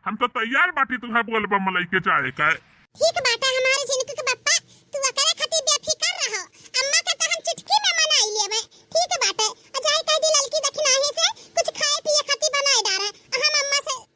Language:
Bhojpuri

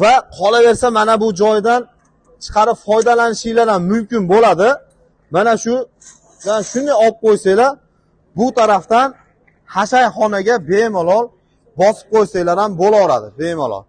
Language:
Uzbek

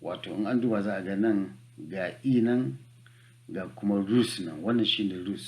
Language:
Hausa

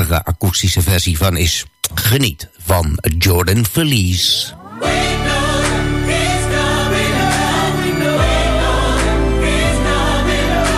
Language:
Dutch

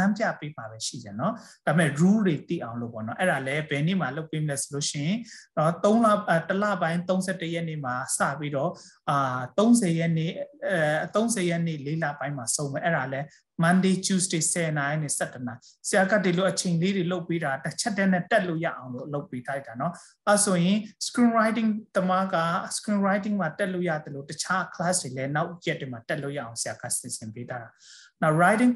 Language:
Burmese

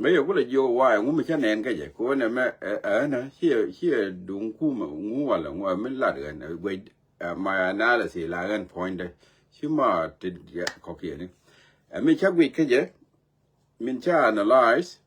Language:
Nuer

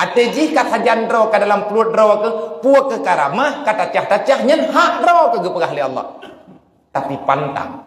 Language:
Achinese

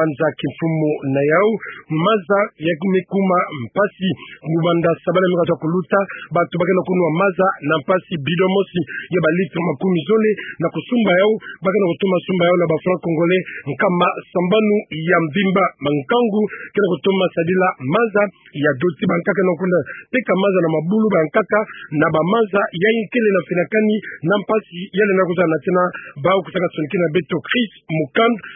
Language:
Kituba (Democratic Republic of Congo)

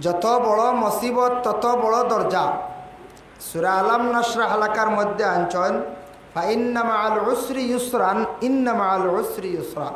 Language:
Sylheti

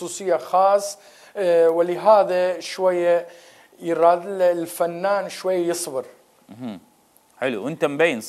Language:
Mesopotamian Arabic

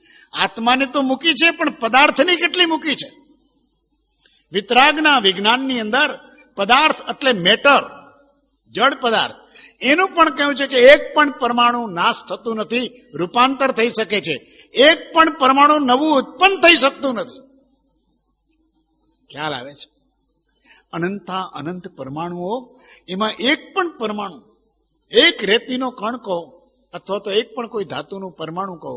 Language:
Gujarati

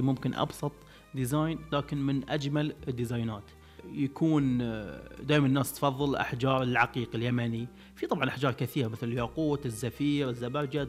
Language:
Najdi Arabic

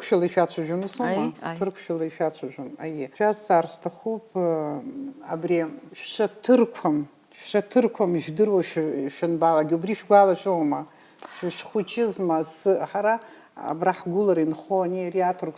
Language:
Abkhazian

